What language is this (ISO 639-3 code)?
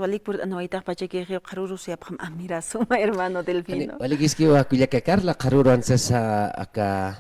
aym